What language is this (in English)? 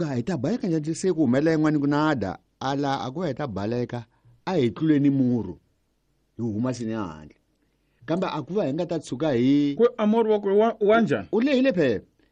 Tsonga